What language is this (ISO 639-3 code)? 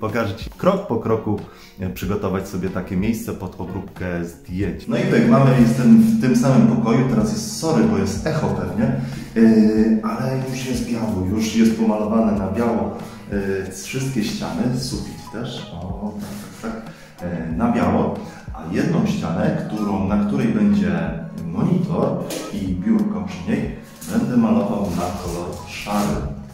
pol